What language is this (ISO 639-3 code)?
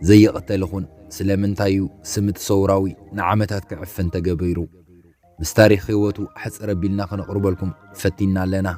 tir